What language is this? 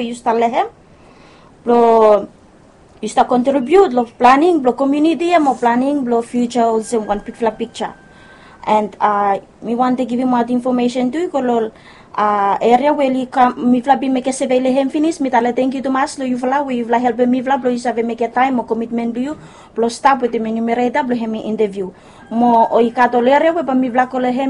Bislama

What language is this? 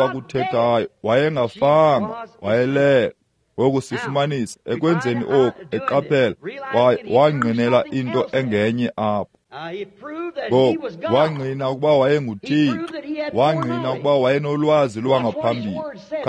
Xhosa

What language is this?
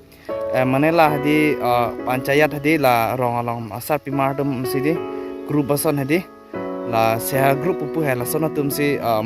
Karbi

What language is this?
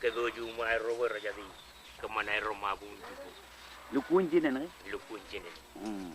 Marshallese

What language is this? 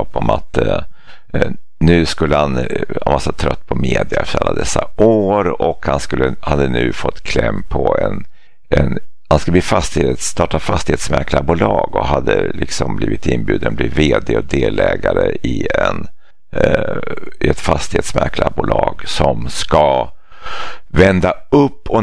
Swedish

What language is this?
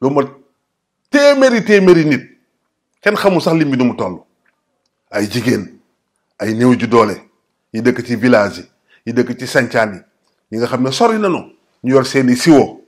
Wolof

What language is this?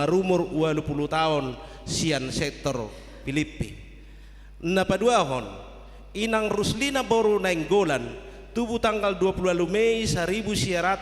Batak Toba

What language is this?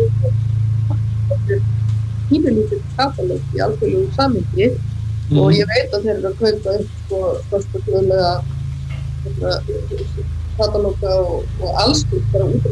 Icelandic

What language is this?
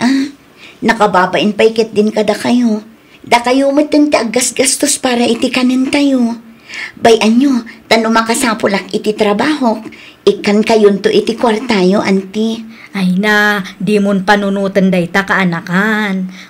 Iloko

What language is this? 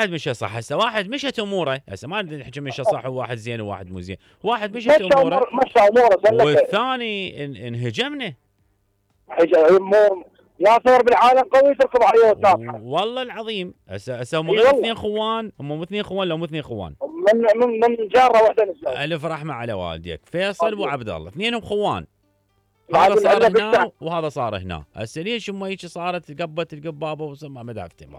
Mesopotamian Arabic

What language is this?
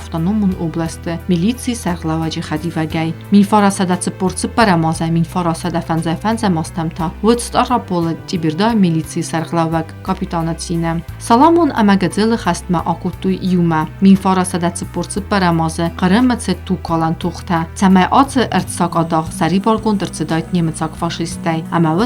Ossetic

